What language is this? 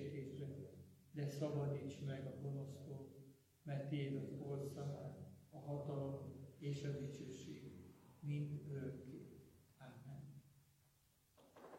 Hungarian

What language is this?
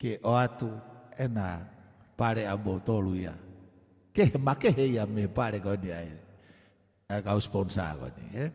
Tongan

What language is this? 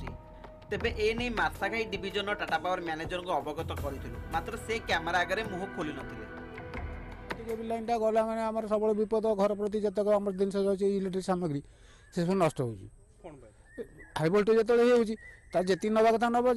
Odia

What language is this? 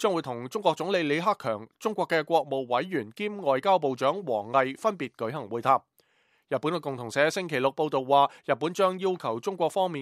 Cantonese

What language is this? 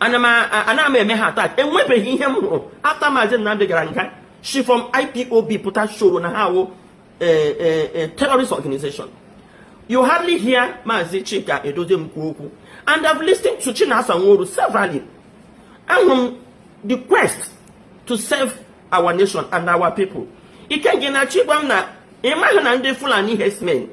Igbo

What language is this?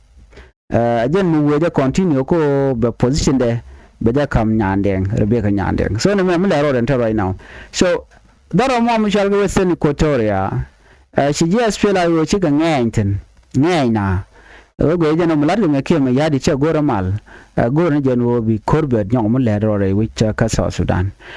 Nuer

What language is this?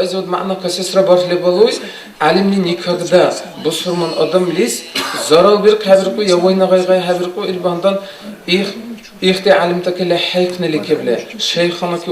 Dargwa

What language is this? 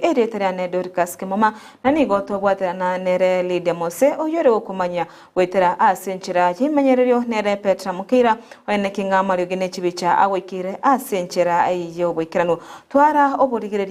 Gusii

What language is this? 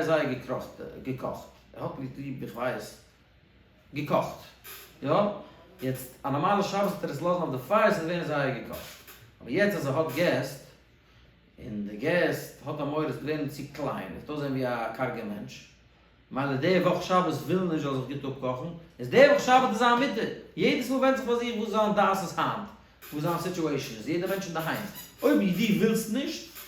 Yiddish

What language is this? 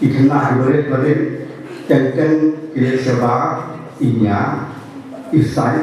Khasi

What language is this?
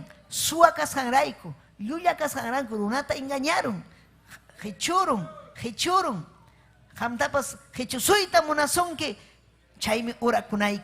Ayacucho Quechua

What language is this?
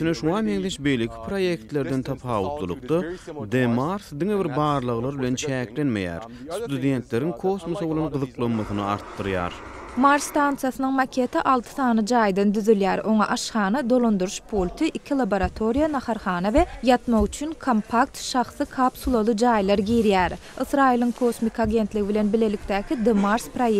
Turkmen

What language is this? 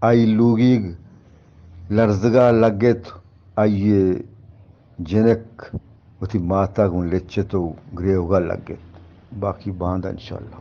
Eastern Balochi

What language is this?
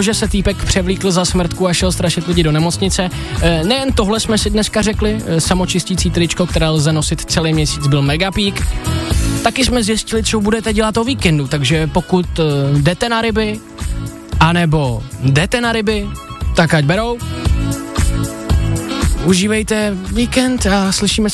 Czech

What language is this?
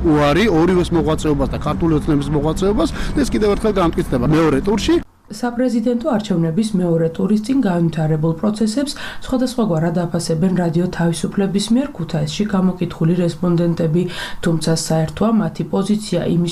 Georgian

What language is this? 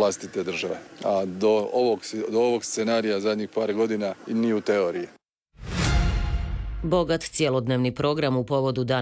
Croatian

